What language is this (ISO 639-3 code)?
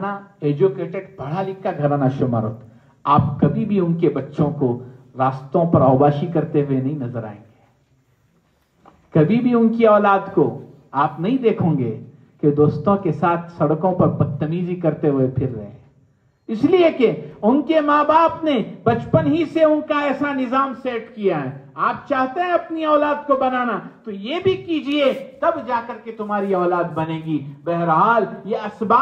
urd